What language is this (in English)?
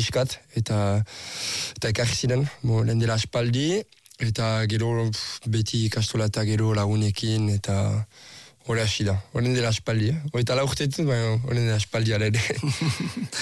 Basque